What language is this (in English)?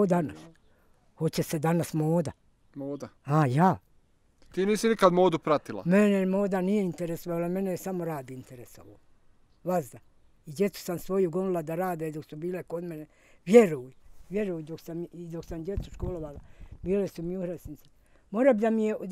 Bosnian